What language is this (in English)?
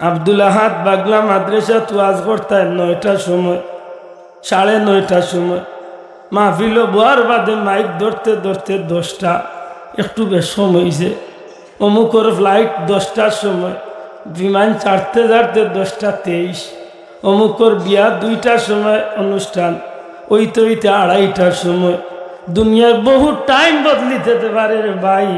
Sylheti